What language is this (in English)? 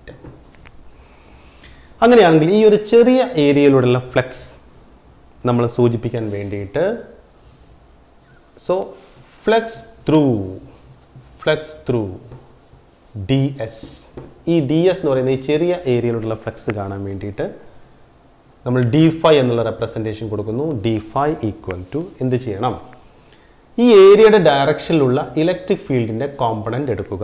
Malayalam